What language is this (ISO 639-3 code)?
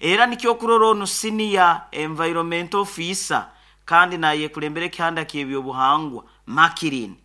nyo